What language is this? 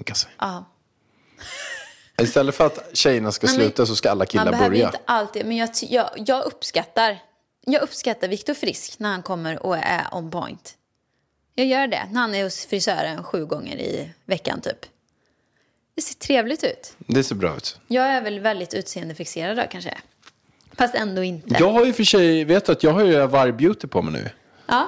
Swedish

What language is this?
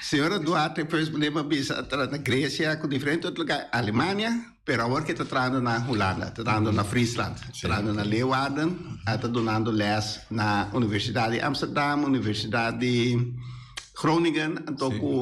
Papiamento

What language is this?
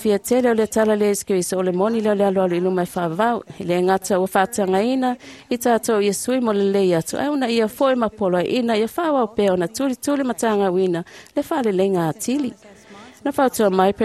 Samoan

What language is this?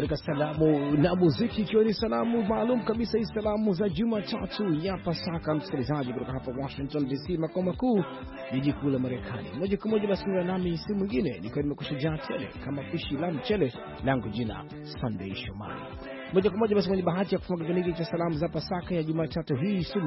Swahili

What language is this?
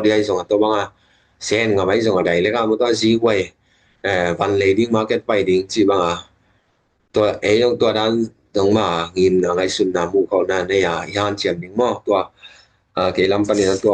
Tedim Chin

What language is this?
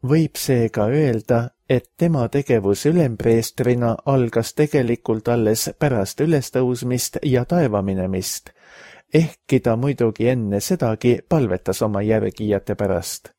Estonian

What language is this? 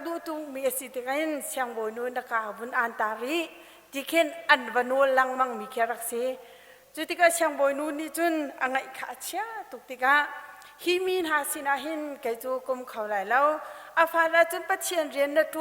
Hakha Chin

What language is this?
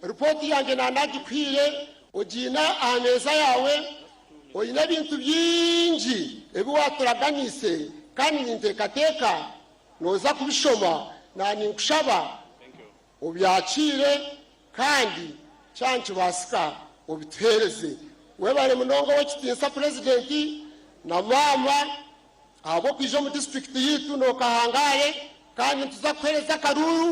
Nyankole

